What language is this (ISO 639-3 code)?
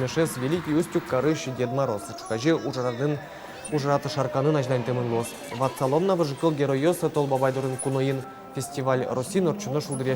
udm